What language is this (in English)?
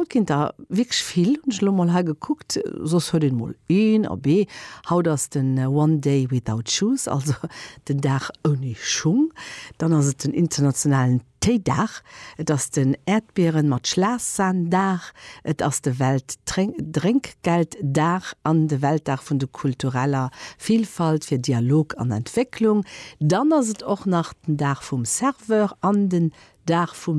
Luxembourgish